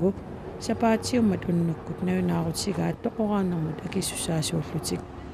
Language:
Kalaallisut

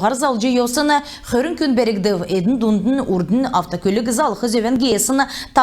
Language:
Kalmyk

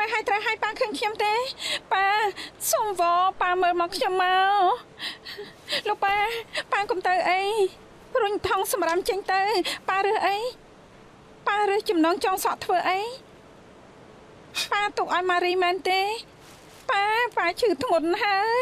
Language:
Khmer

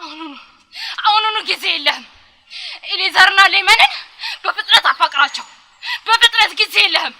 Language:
Amharic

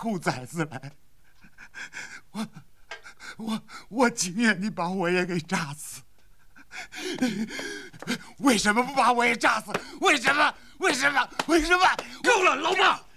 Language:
Chinese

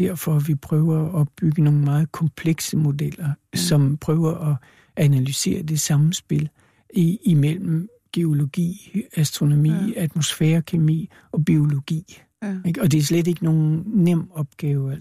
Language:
Danish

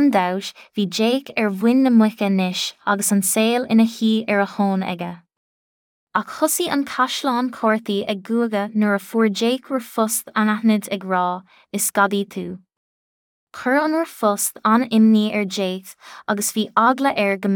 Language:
Irish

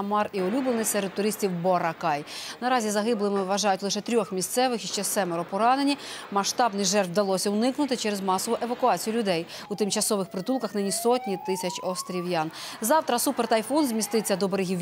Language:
Ukrainian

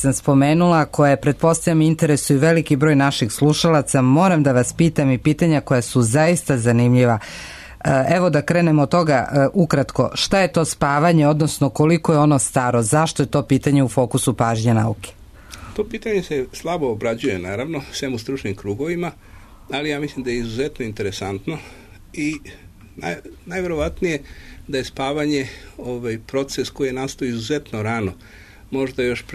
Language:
Serbian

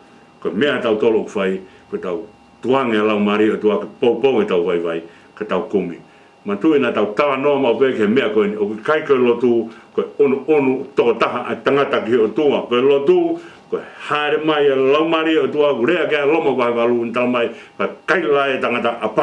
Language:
Tongan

